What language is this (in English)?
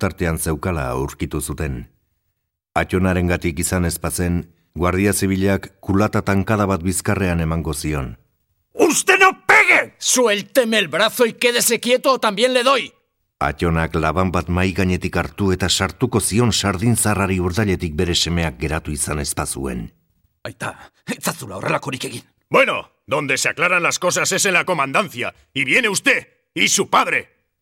Basque